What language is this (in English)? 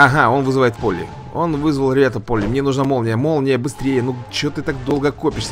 Russian